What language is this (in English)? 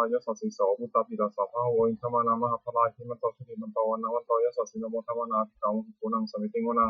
Pali